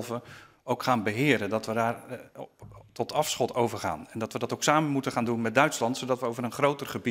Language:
Dutch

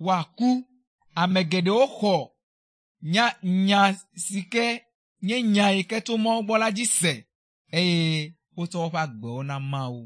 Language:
Ewe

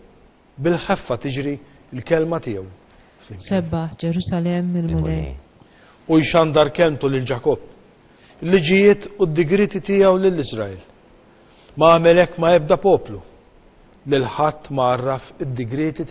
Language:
Maltese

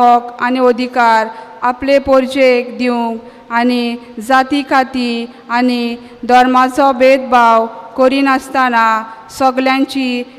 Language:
Konkani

